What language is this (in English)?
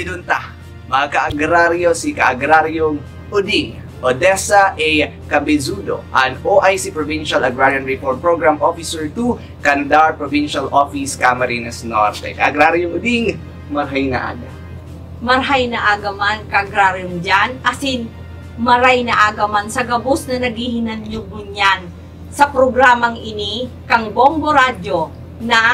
Bikol